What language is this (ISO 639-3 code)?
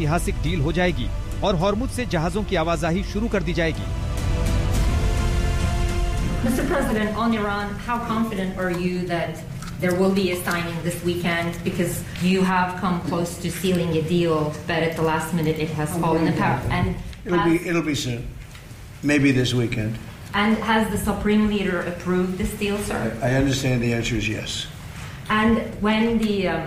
hin